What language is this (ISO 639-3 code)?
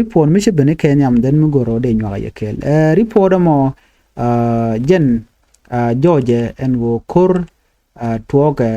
nus